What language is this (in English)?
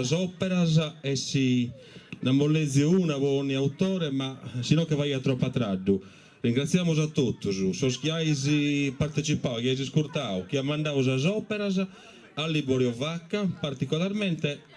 Sardinian